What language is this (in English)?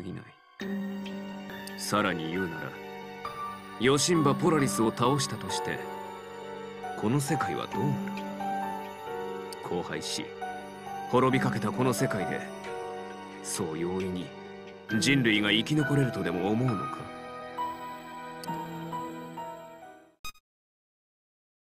Japanese